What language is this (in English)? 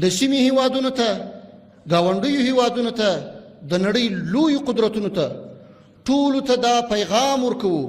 Pashto